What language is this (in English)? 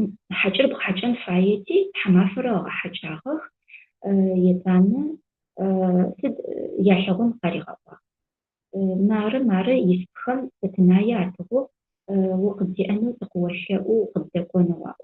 Adyghe